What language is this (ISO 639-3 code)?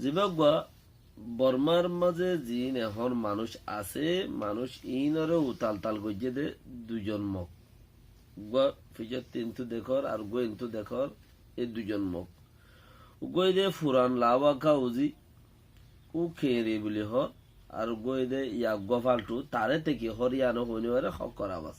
rhg